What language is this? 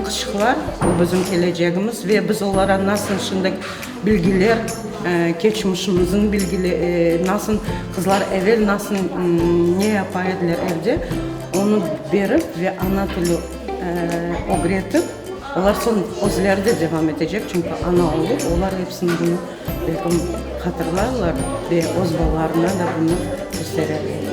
Crimean Tatar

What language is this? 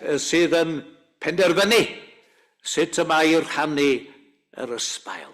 Welsh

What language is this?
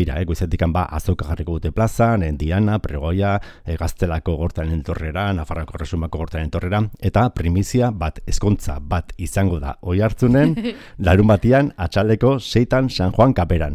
Basque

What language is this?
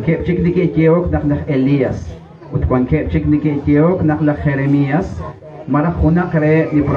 Kekchí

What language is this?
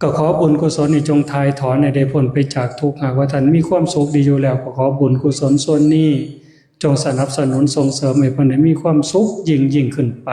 Northeastern Thai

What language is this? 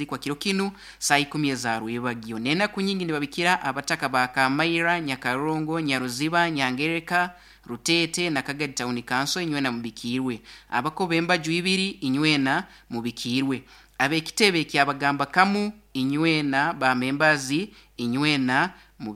Nyoro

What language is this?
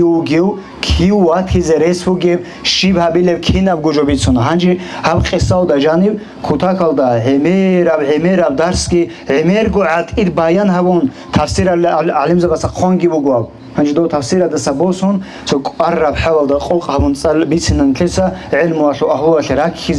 Avaric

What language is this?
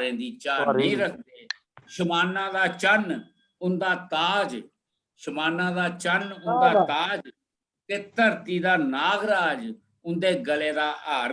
Dogri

